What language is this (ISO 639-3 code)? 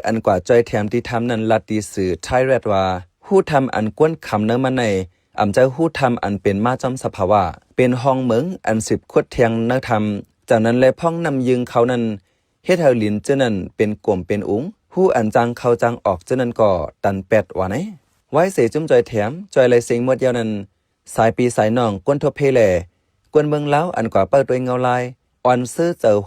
shn